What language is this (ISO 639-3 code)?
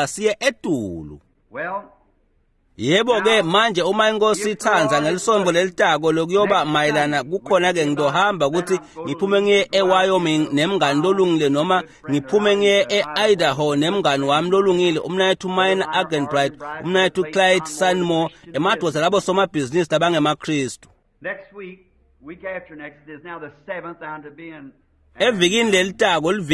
ssw